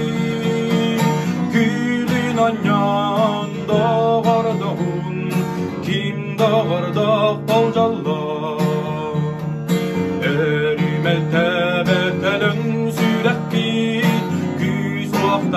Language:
Yakut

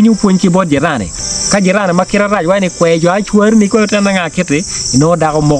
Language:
Acoli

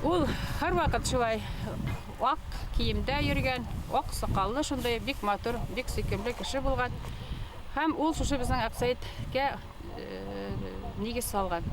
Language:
Bashkir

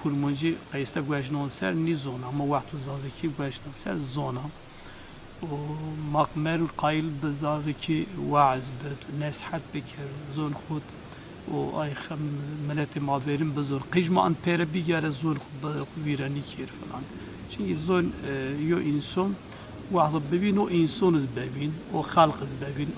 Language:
Zaza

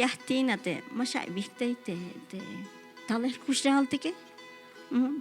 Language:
Tzeltal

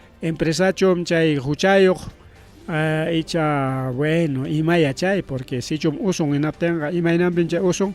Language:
Ayacucho Quechua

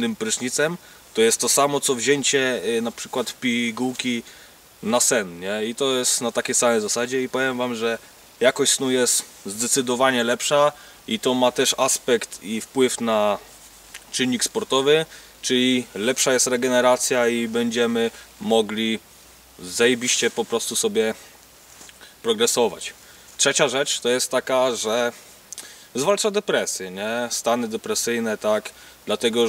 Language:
Polish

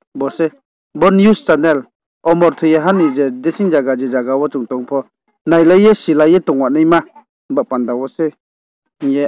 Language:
Riang (India)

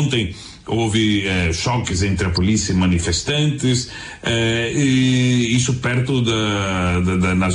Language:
Portuguese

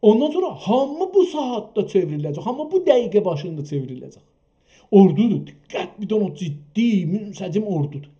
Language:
South Azerbaijani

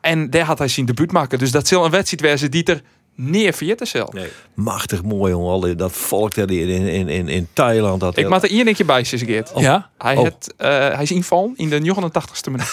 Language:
Western Frisian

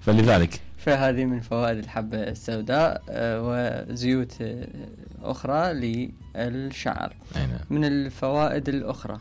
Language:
Mesopotamian Arabic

